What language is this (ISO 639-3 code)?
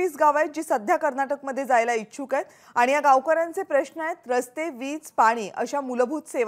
mar